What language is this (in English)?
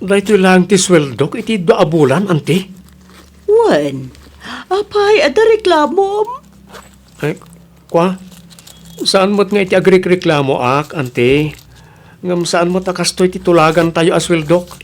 Iloko